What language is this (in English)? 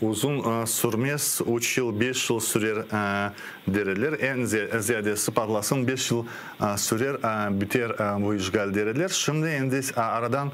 Crimean Tatar